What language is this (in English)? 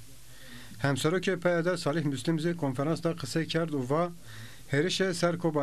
Zaza